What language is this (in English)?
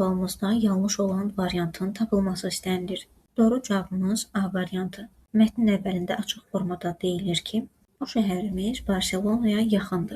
Azerbaijani